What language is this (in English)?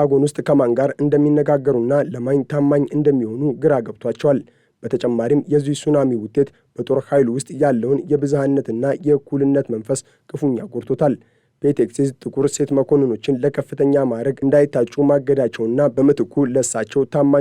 Amharic